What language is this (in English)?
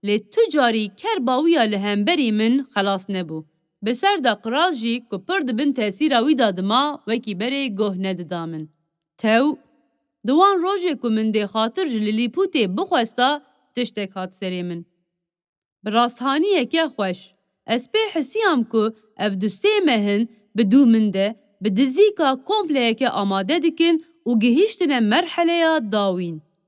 Kurdish